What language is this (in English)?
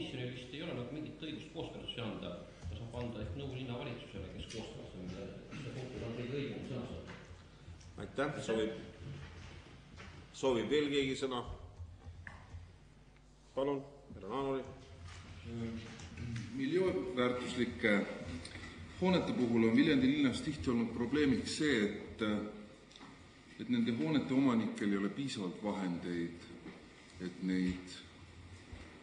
Estonian